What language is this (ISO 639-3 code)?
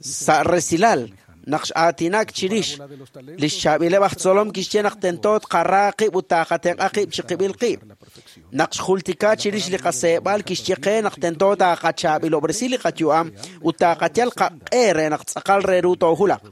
kek